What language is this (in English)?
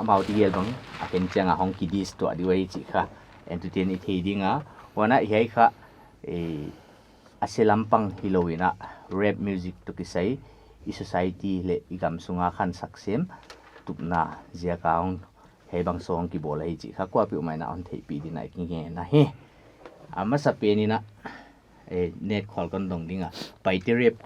Paite Chin